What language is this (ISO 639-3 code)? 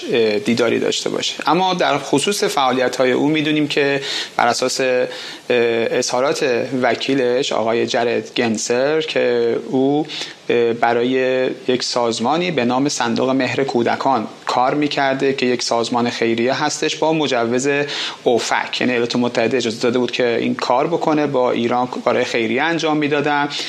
fas